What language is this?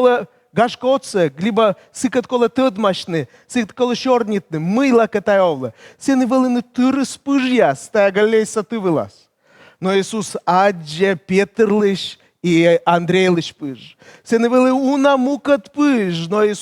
Komi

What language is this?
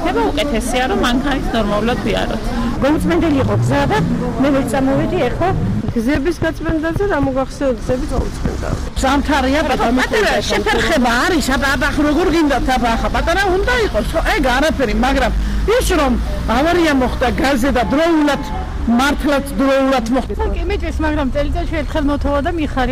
Georgian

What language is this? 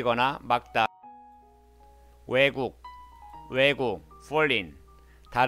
Korean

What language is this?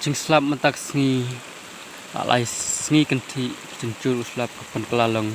Khasi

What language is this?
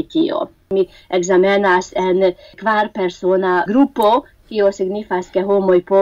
Esperanto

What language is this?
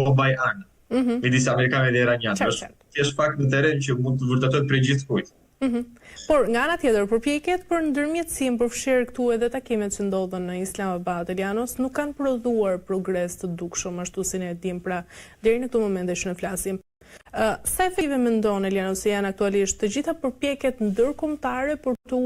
Albanian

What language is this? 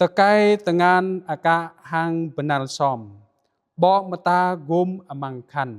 Jarai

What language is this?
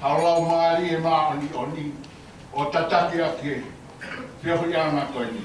Tongan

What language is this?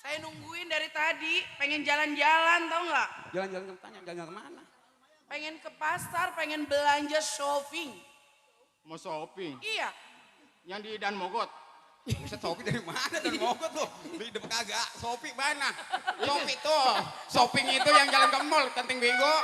Betawi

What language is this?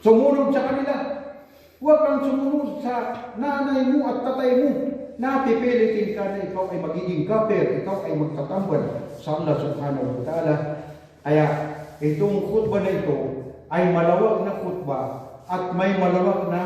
Maranao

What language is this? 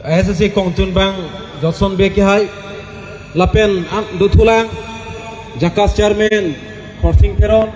Karbi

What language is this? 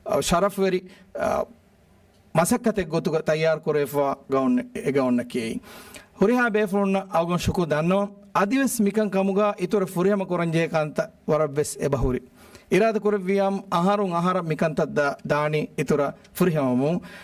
Divehi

